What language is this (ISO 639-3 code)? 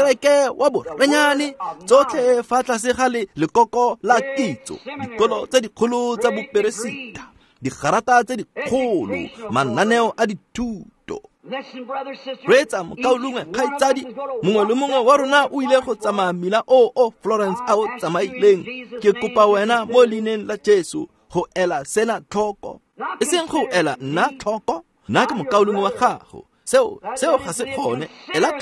tsn